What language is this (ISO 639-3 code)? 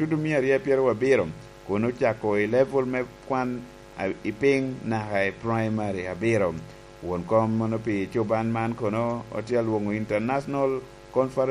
laj